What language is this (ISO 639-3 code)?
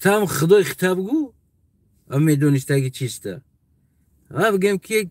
tgk